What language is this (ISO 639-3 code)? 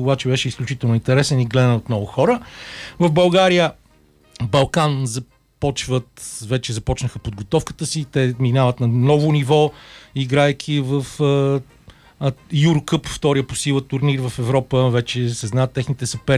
bul